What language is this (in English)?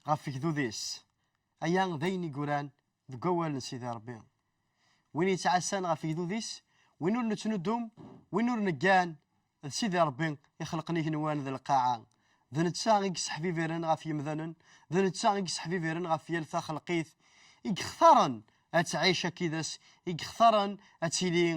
Kabyle